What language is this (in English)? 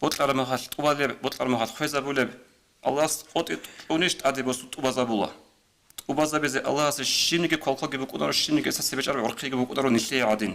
Avaric